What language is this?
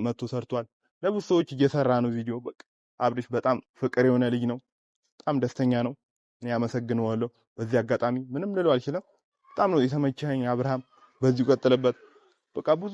Amharic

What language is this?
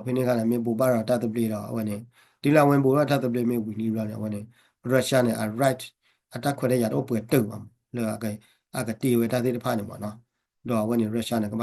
S'gaw Karen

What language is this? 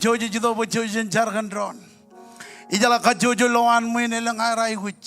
Marshallese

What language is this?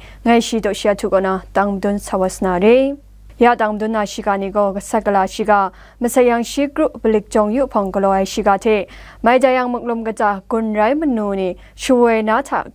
Kachin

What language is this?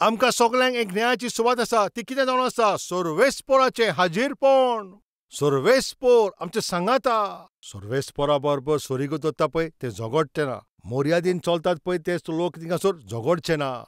Konkani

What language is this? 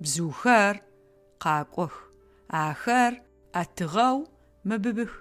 Adyghe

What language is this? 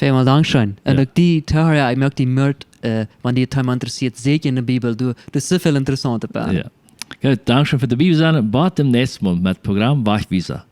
Plautdietsch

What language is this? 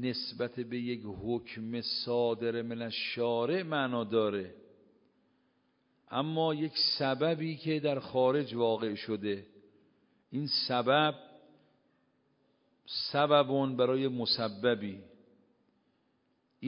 Persian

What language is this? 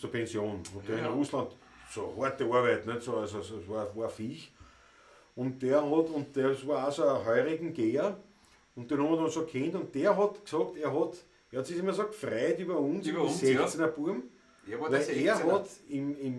Bavarian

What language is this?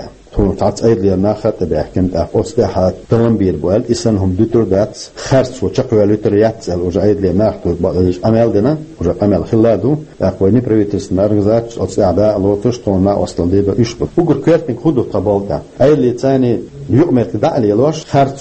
Chechen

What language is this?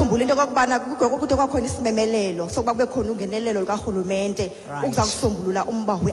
Xhosa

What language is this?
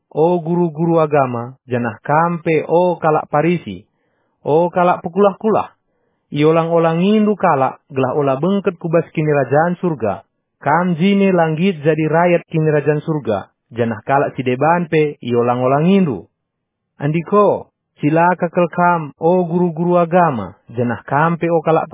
Batak Karo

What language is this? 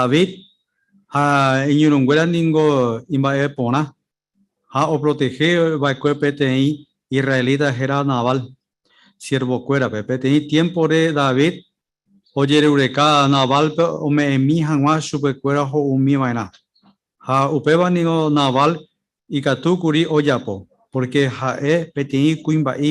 Guarani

